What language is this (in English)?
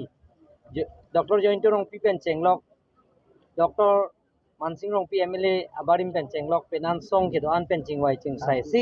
Karbi